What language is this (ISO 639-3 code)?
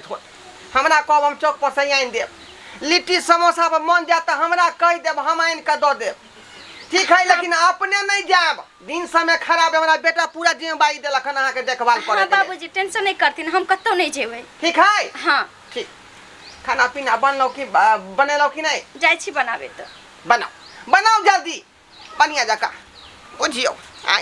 mai